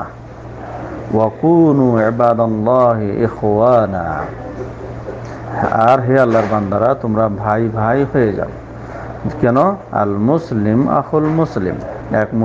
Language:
Bangla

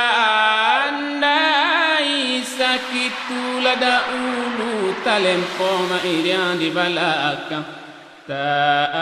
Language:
Minangkabau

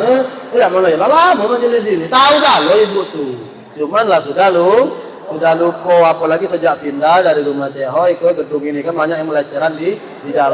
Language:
Musi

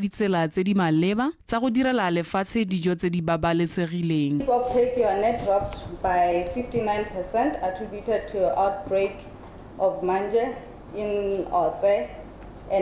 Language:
Tswana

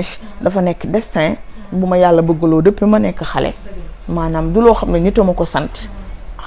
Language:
Wolof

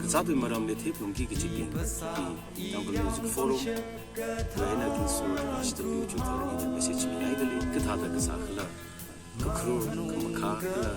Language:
Tangkhul Naga (India)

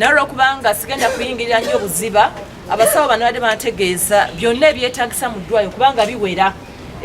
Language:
Ganda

